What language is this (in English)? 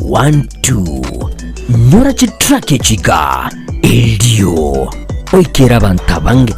Gusii